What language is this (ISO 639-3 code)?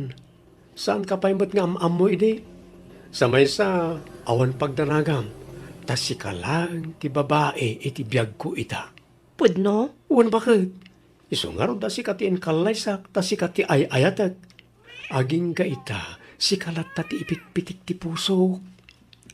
ilo